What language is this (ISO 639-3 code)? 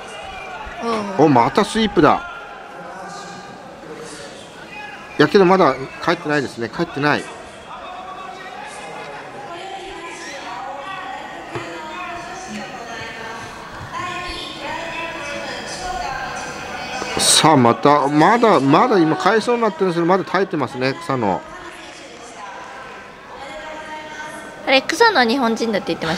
jpn